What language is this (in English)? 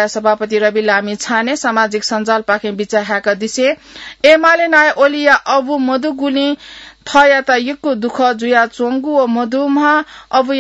Newari